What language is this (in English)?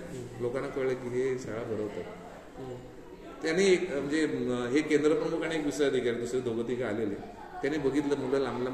Marathi